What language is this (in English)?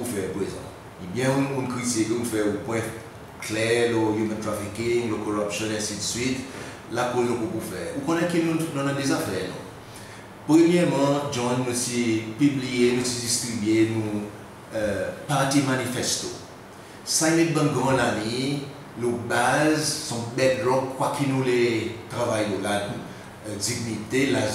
Seselwa Creole French